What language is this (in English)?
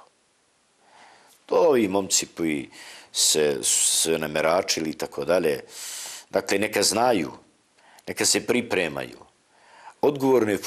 Bosnian